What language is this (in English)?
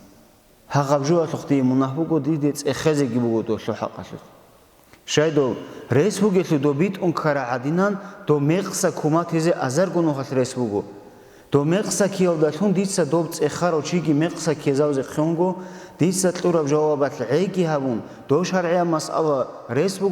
Avaric